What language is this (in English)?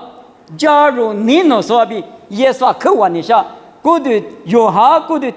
Lisu